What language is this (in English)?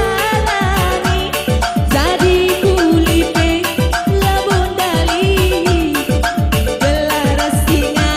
Batak Karo